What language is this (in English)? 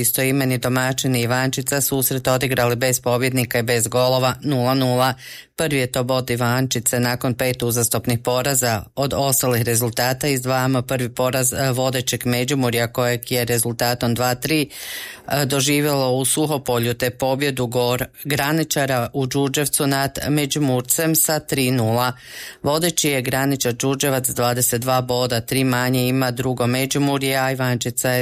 Croatian